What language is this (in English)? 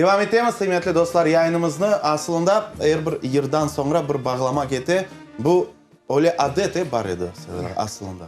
Crimean Tatar